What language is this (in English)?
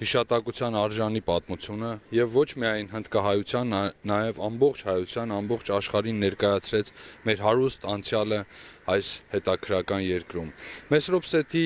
Armenian